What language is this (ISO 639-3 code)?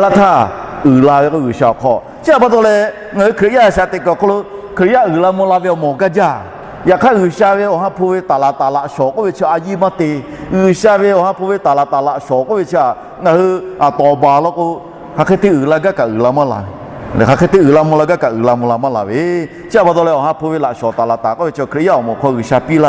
lhu